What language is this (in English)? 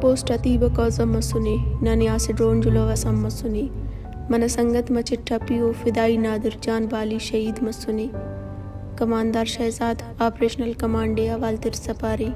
Brahui